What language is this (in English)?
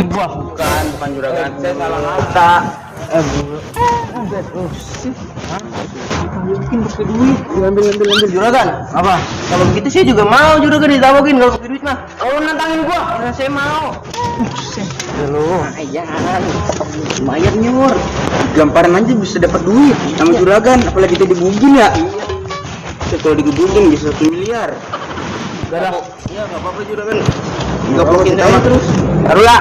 Betawi